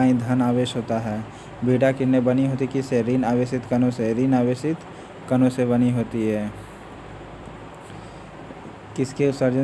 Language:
Hindi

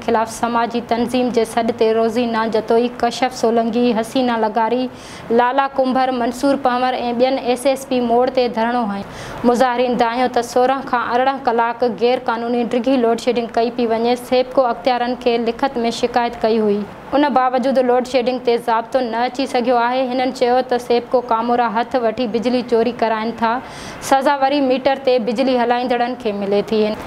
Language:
Sindhi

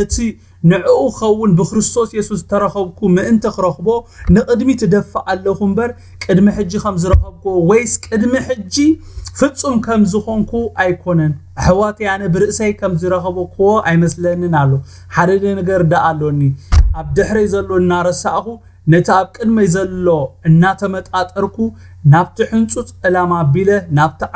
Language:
Tigrinya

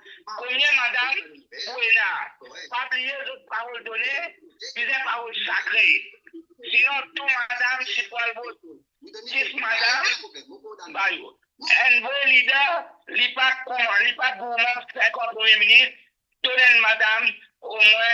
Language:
Morisyen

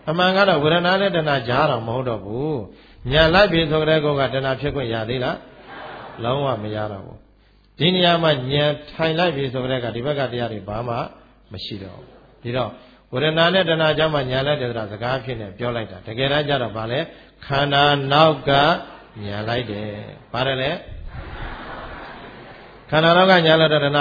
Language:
Burmese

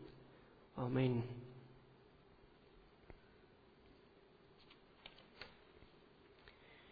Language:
Afrikaans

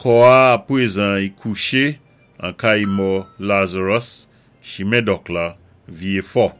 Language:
Saint Lucian Creole French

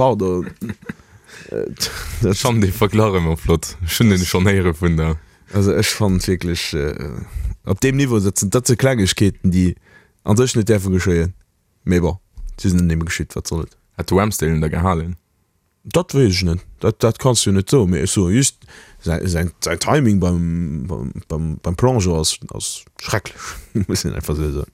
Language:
Luxembourgish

